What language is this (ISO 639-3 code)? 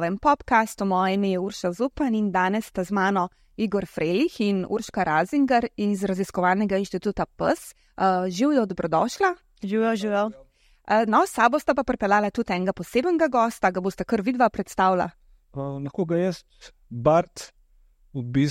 slv